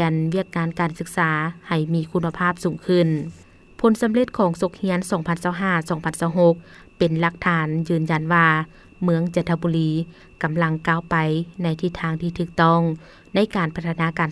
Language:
Lao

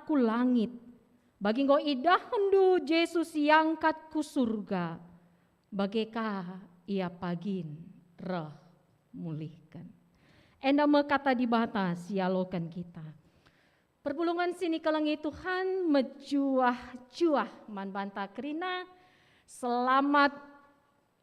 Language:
Batak Karo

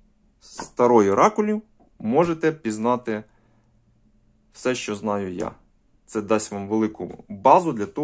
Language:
Ukrainian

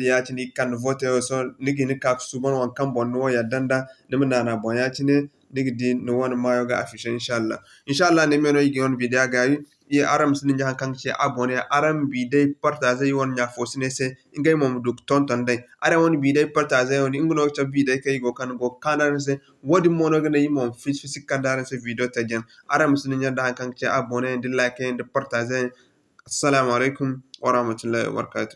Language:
Zarma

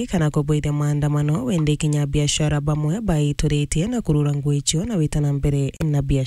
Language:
Meru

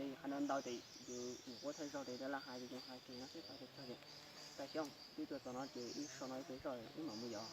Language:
Hmong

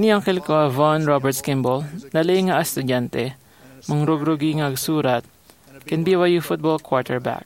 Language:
Iloko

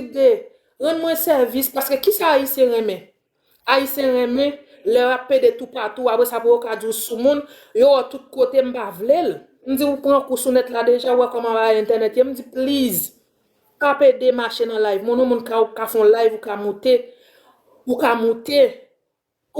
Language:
Haitian Creole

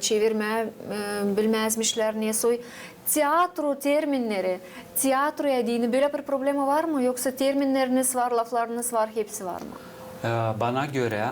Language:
Gagauz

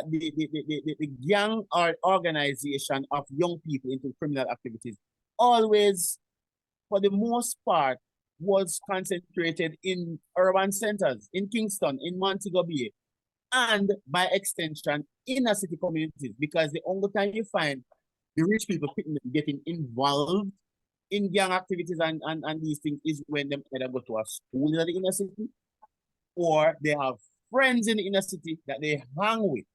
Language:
Jamaican Creole English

